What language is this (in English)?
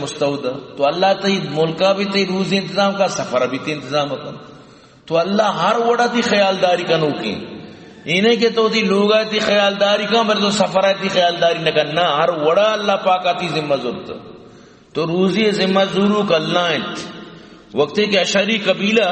Eastern Balochi